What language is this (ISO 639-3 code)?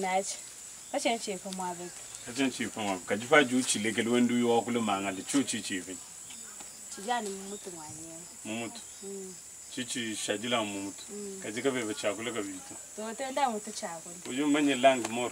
lua